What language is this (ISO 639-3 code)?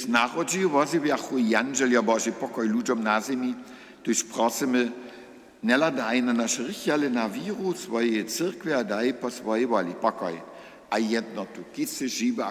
hsb